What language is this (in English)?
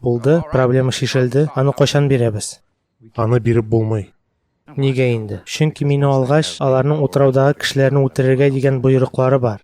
Tatar